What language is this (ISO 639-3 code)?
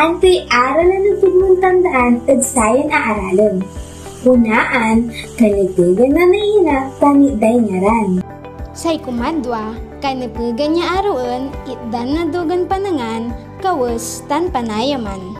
pag